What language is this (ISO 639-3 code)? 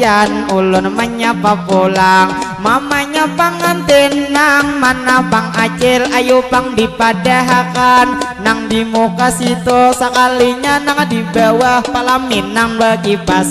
bjn